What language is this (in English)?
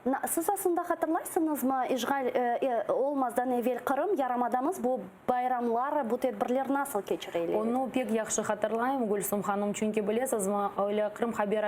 Crimean Tatar